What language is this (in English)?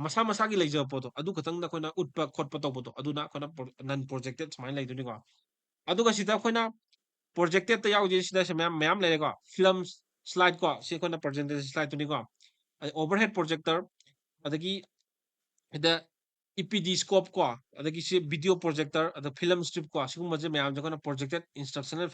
Manipuri